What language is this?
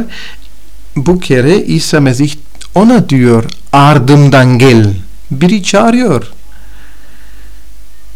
Turkish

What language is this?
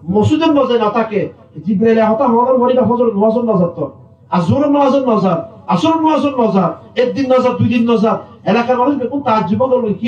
Rohingya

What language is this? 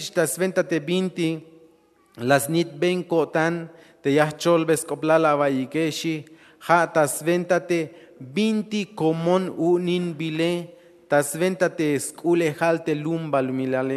Tzeltal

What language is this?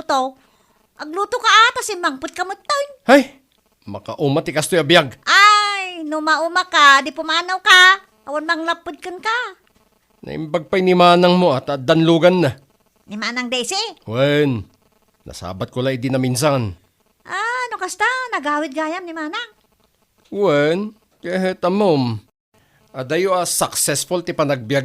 Iloko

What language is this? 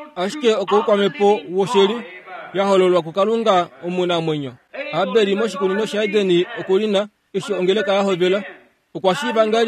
Kuanyama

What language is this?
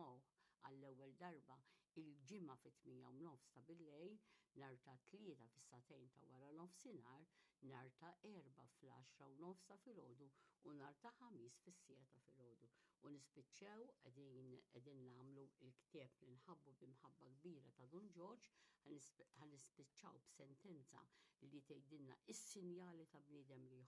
Maltese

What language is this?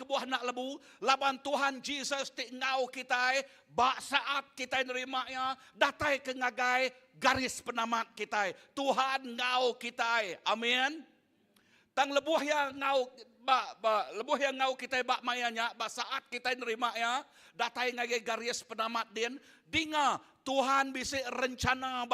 Iban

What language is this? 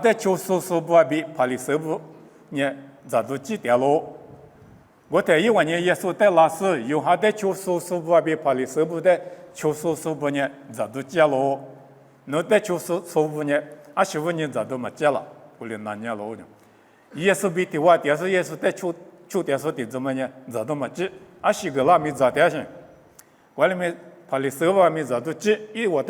Lisu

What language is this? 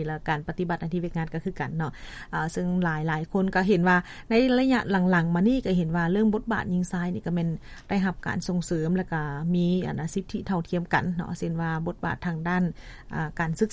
Lao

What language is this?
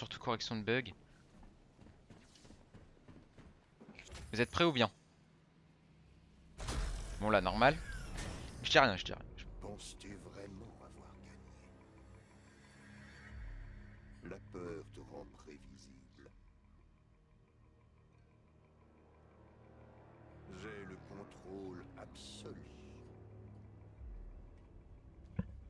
French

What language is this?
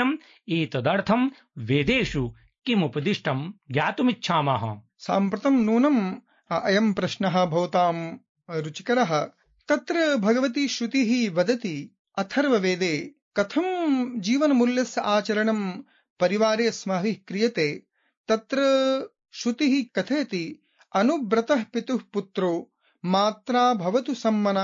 Sanskrit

